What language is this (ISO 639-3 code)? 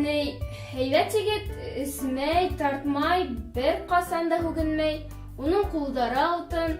bak